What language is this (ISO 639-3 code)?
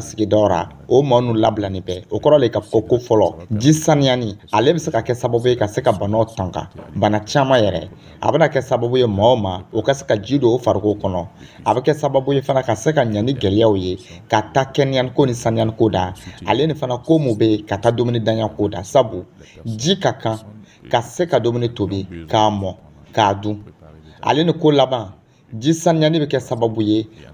dyu